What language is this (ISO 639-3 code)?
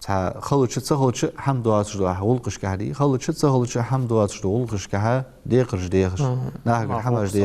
inh